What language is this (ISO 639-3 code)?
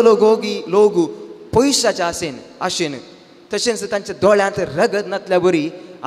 kok